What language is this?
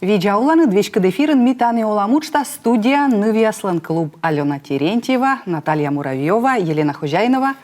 Komi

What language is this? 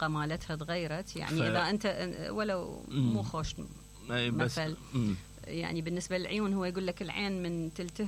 Mesopotamian Arabic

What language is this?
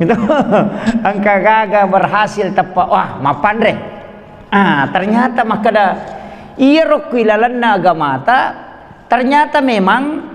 Buginese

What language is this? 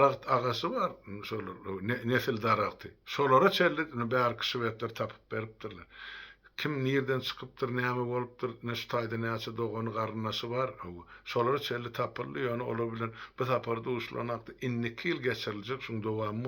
Turkmen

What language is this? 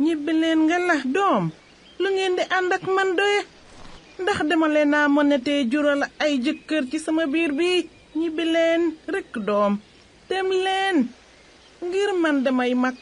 Wolof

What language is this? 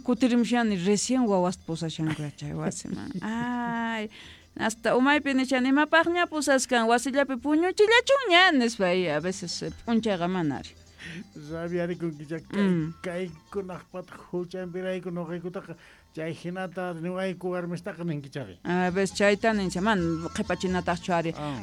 Quechua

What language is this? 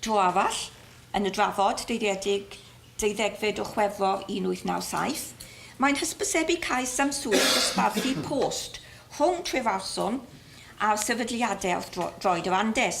Welsh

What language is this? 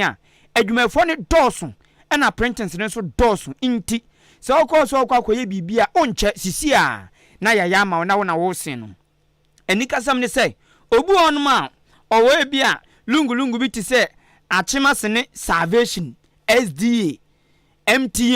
Akan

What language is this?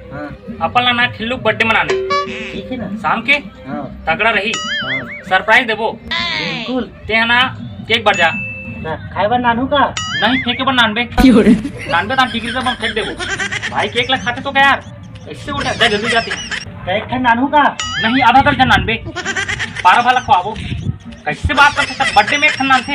Chhattisgarhi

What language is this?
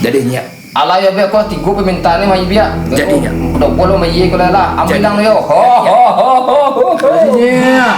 Minangkabau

